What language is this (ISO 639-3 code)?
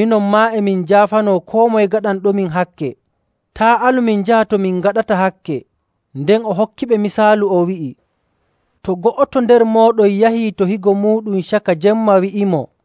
fuv